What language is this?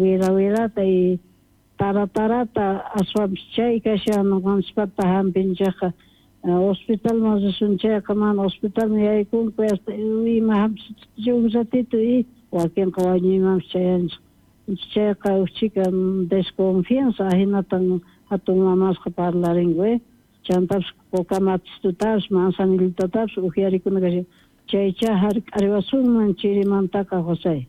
South Bolivian Quechua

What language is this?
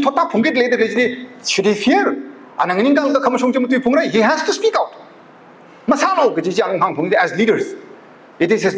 Tangkhul Naga (India)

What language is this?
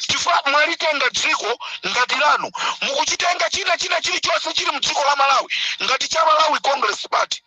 Nyanja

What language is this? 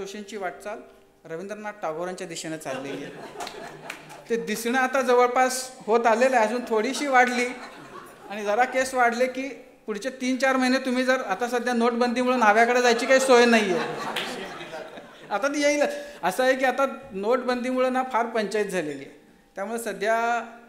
Marathi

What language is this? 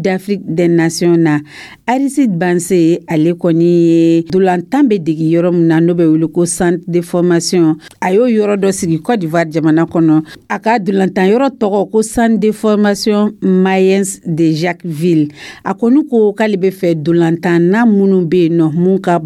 Dyula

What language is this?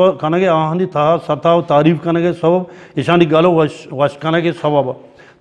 Eastern Balochi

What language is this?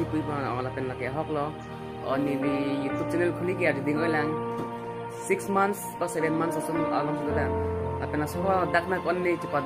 Karbi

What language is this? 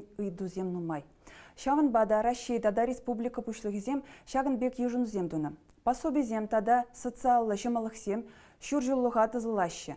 Chuvash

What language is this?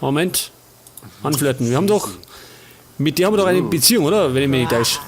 Bavarian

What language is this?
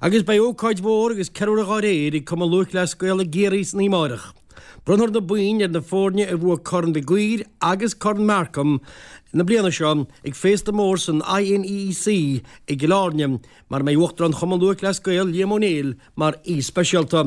Irish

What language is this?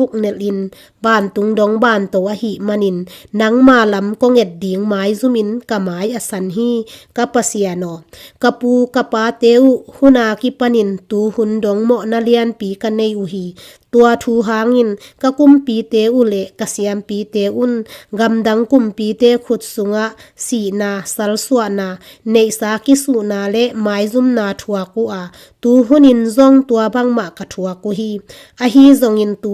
Tedim Chin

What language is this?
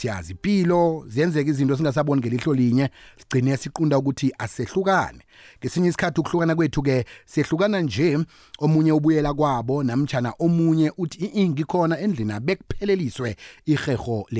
South Ndebele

